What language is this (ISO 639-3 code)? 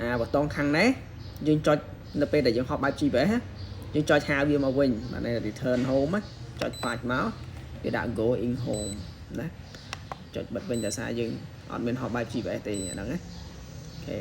khm